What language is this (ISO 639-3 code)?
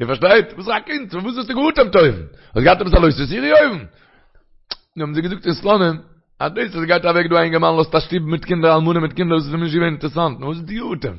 yid